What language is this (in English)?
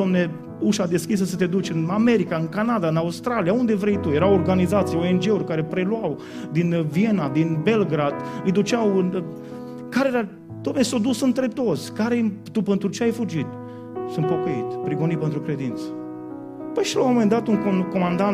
Romanian